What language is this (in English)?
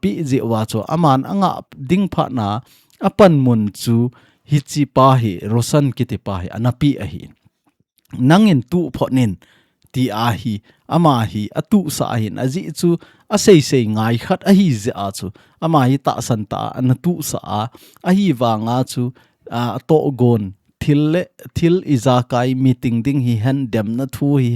Thado Chin